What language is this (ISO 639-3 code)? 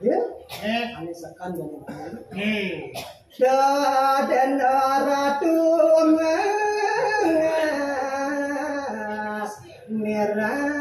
ban